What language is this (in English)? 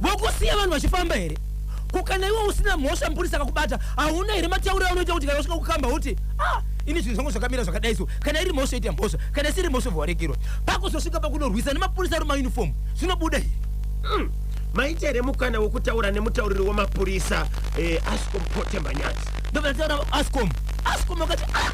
Shona